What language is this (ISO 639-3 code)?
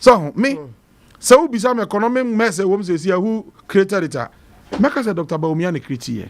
aka